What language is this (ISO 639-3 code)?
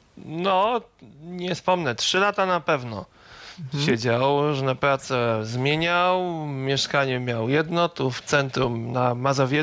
pol